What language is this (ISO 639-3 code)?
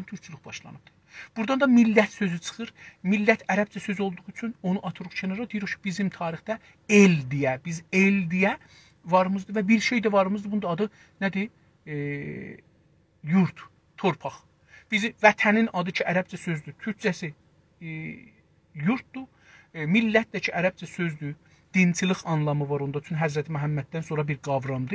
azb